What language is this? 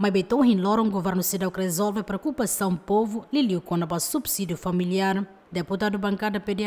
Tetum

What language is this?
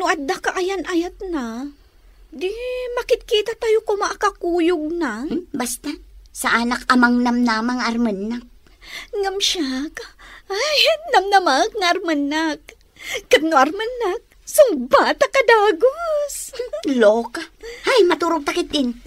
Iloko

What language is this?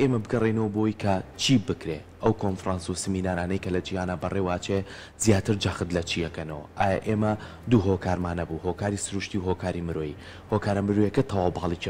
Central Kurdish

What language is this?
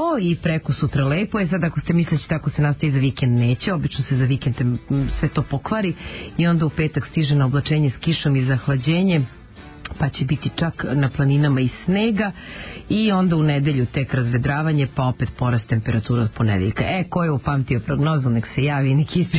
Serbian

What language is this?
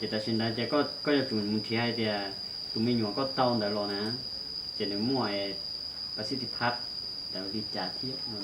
Hmong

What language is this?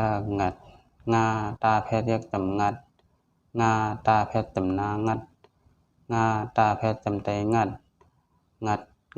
Shan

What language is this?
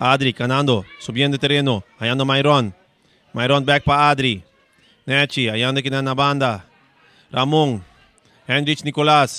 Papiamento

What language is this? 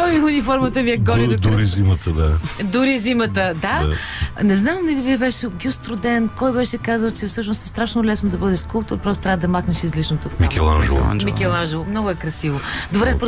Bulgarian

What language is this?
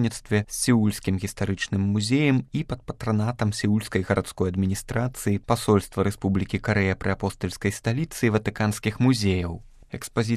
Belarusian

